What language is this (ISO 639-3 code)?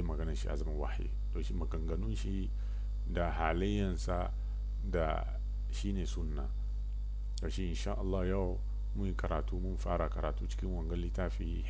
hau